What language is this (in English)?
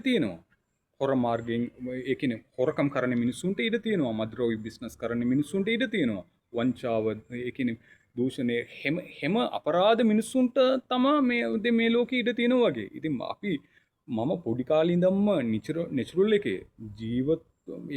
Sinhala